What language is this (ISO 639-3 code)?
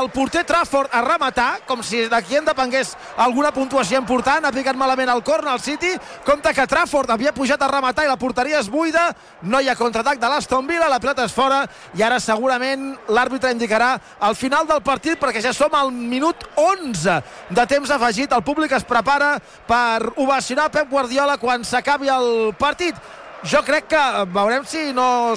cat